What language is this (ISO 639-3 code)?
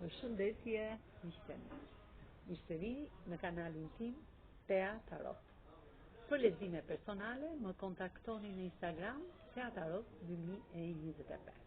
sqi